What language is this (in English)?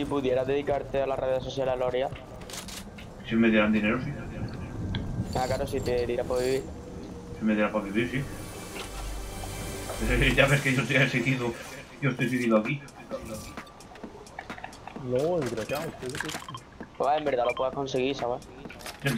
Spanish